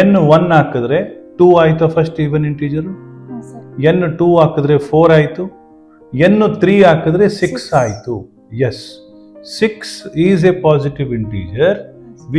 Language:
Kannada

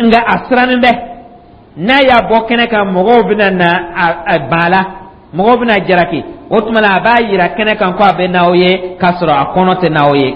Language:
Dyula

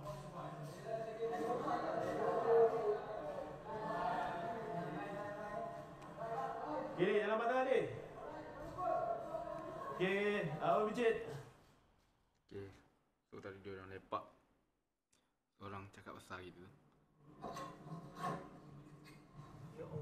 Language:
Malay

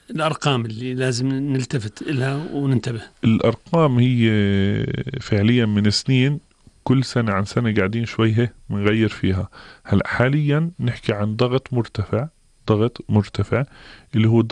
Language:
North Levantine Arabic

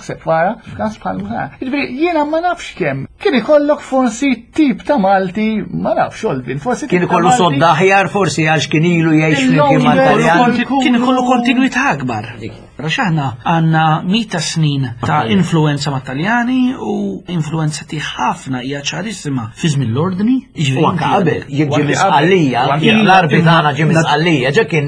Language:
Maltese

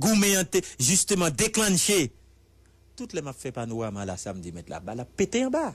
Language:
Haitian Creole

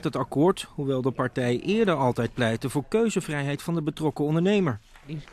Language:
Dutch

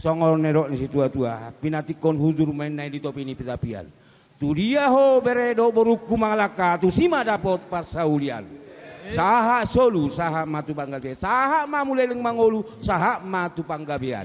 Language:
Batak Toba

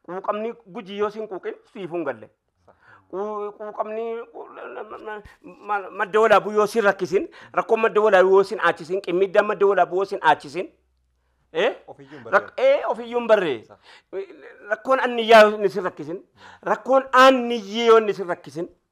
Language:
Oromo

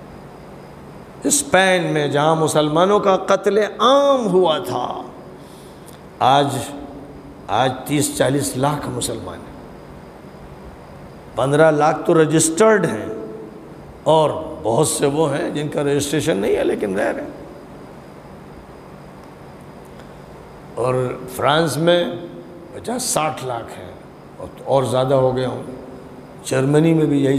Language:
Urdu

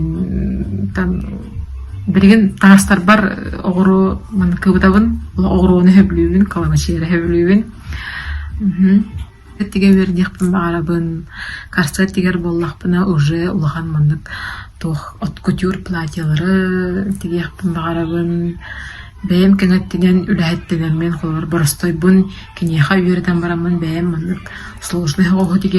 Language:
Yakut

